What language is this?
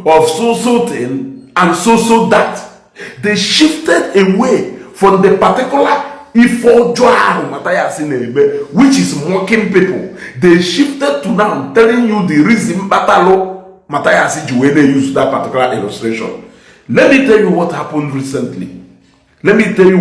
Igbo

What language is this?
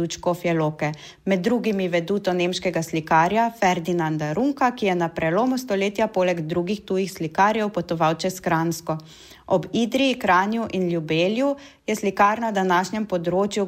Slovenian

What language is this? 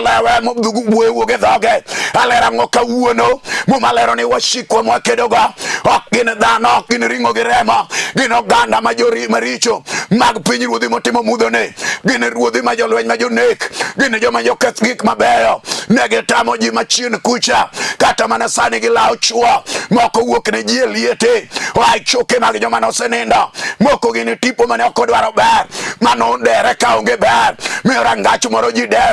Luo (Kenya and Tanzania)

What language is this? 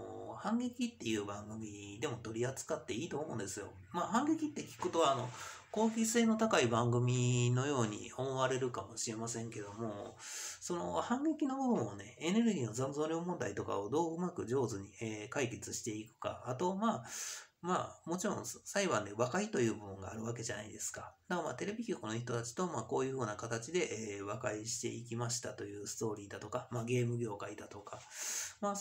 Japanese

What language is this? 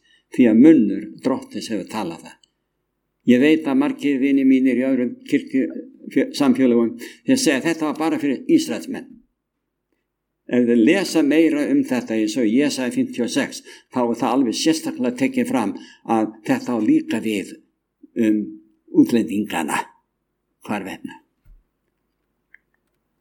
Icelandic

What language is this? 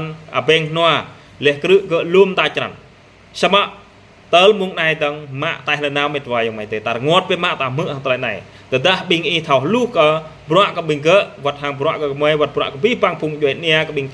Jarai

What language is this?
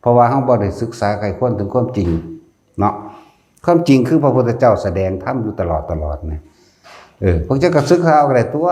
Lao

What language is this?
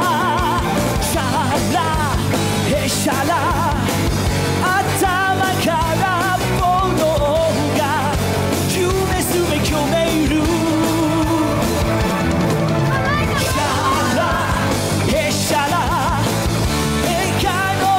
Japanese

